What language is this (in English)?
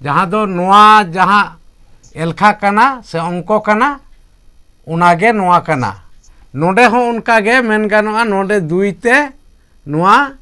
Santali